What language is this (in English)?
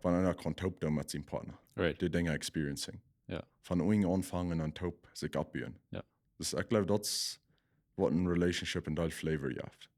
Plautdietsch